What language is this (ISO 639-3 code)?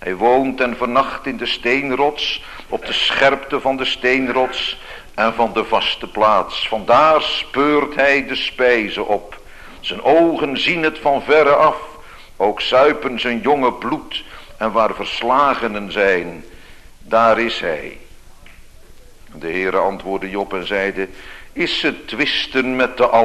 nld